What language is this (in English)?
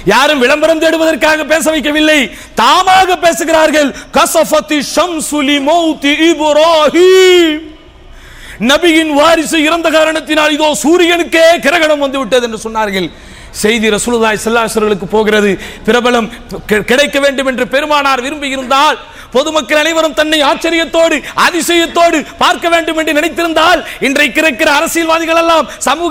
Tamil